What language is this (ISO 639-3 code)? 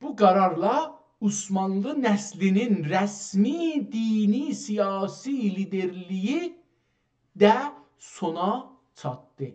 azb